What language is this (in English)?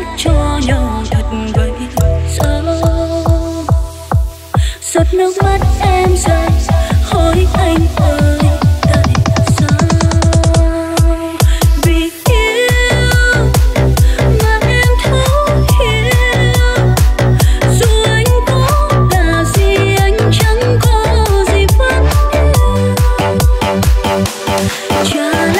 Vietnamese